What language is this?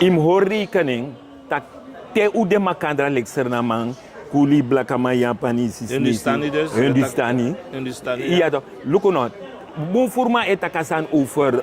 Sranan Tongo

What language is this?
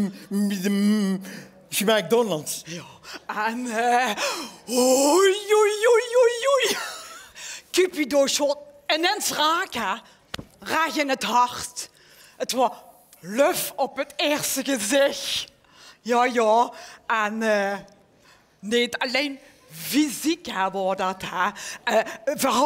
Limburgish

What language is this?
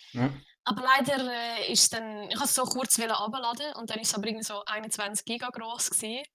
Swiss German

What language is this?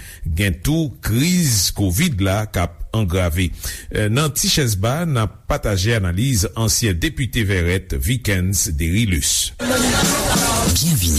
Haitian Creole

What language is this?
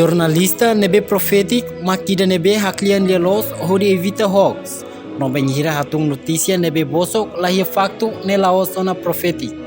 Tetum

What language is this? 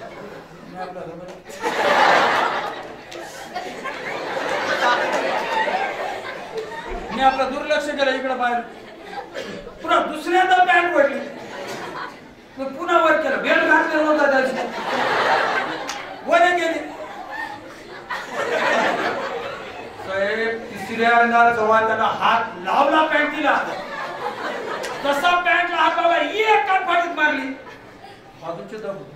Marathi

